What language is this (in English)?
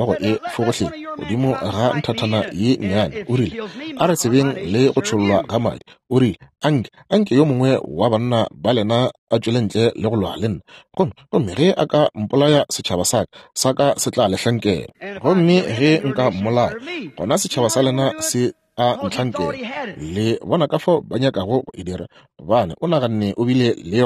Northern Sotho